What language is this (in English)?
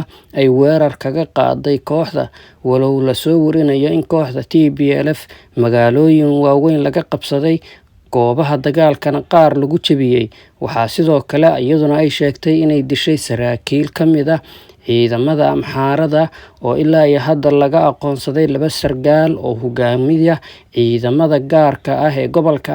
Somali